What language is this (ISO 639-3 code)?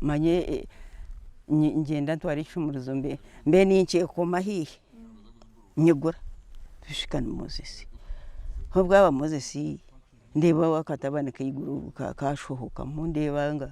nyn